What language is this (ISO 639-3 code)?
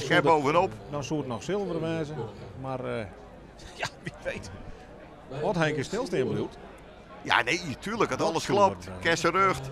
fry